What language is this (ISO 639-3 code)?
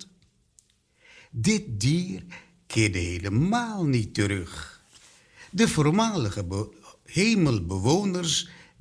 nld